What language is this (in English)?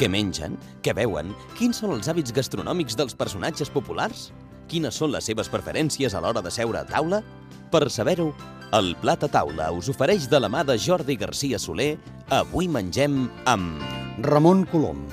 Catalan